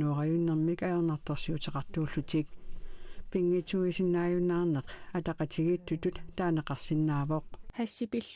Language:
Kalaallisut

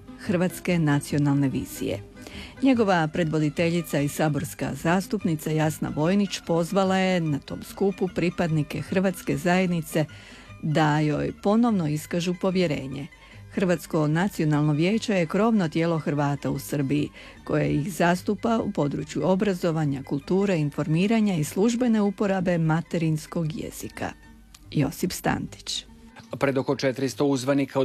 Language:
Croatian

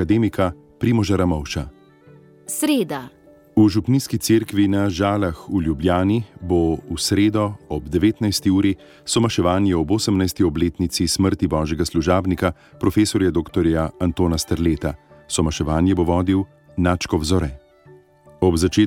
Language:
Slovenian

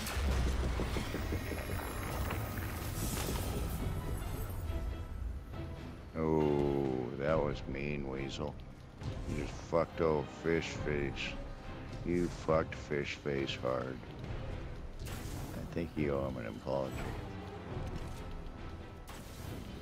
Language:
English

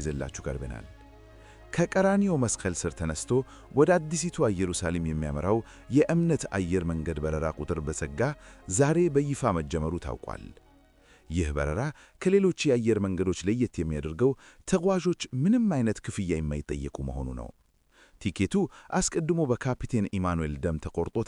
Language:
Amharic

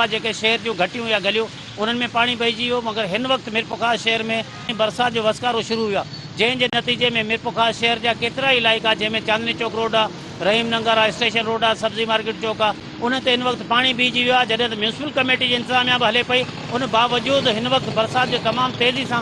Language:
Sindhi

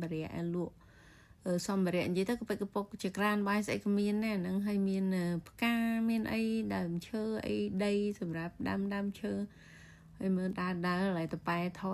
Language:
Khmer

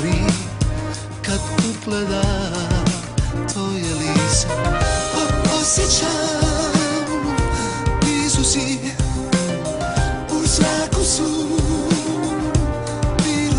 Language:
Croatian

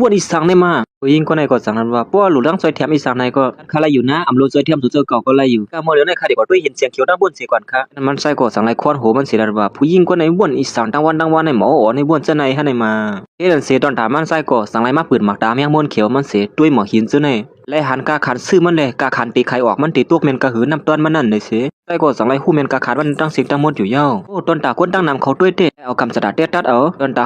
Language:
Shan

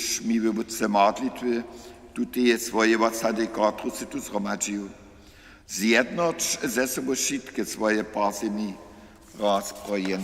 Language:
Upper Sorbian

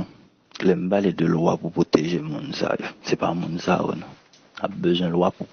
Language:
Haitian Creole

